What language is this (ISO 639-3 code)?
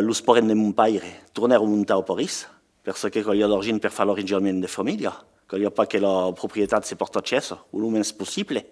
oci